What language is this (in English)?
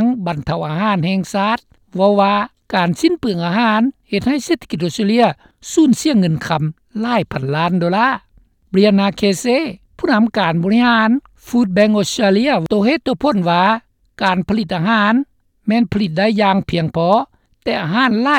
Lao